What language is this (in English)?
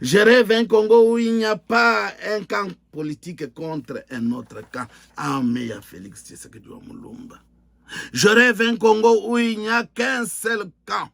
Luba-Lulua